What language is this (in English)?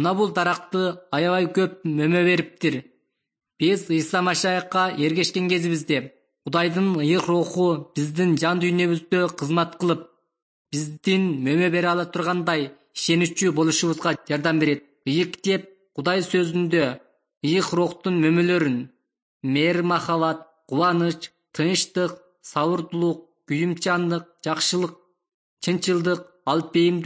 Kyrgyz